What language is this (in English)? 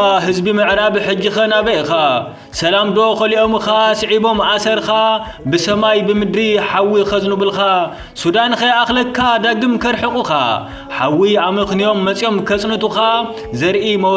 Tigrinya